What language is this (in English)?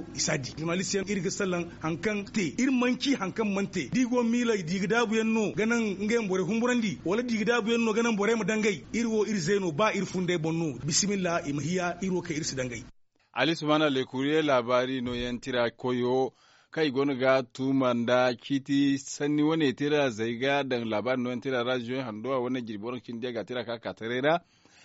Zarma